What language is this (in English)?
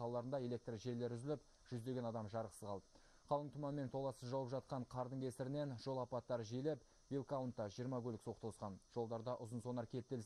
Kazakh